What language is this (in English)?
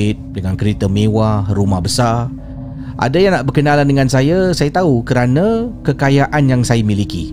Malay